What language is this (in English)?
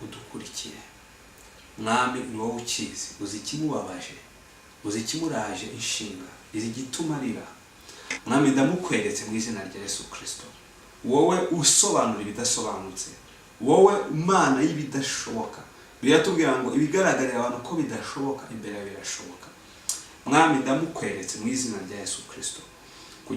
Kinyarwanda